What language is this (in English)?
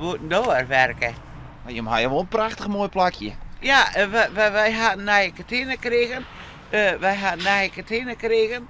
Western Frisian